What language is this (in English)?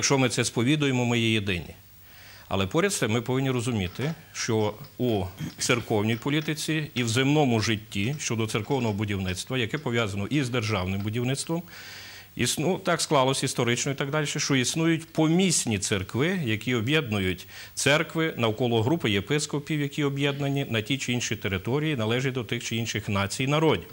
Ukrainian